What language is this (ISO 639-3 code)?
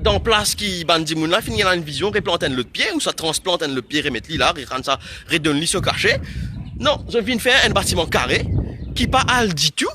mfe